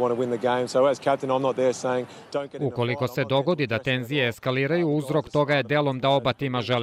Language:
Serbian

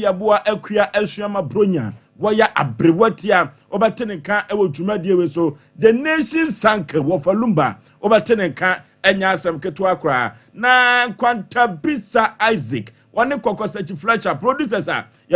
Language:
Akan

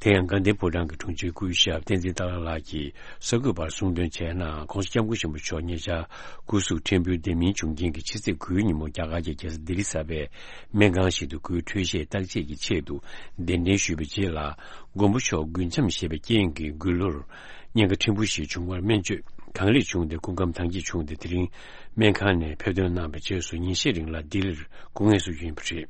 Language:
Tibetan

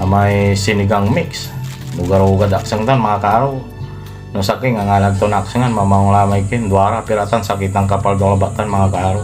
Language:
Pangasinan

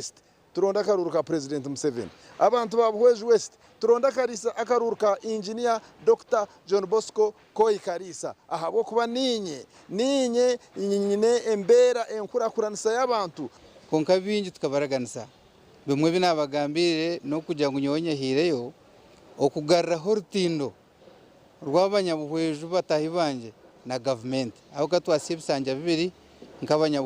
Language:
Nyankole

